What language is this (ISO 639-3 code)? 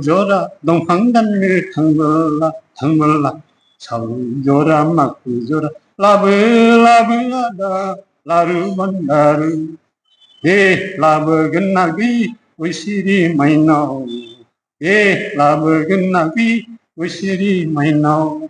brx